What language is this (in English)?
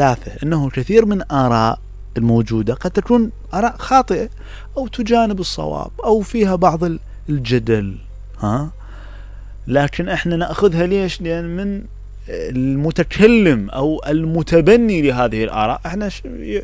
Mesopotamian Arabic